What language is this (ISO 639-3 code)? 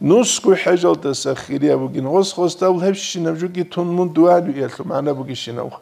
ava